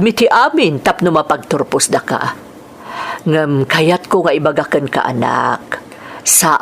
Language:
Iloko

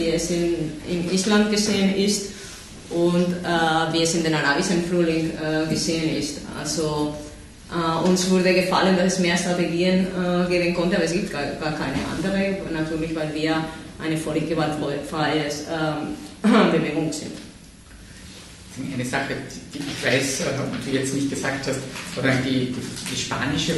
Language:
German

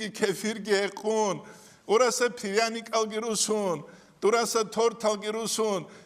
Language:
Avaric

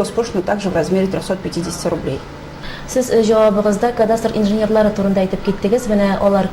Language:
Tatar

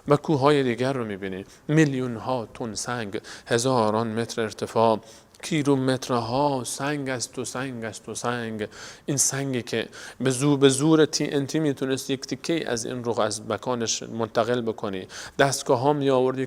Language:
Persian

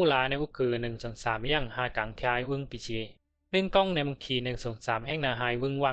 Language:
Bisu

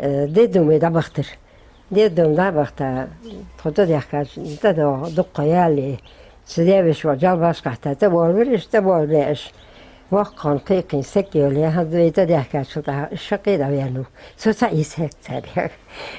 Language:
Ingush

